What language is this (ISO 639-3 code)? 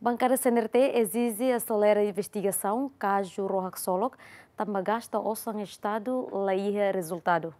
tet